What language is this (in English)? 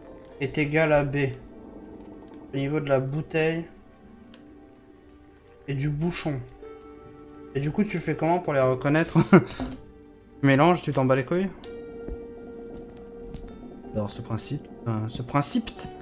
French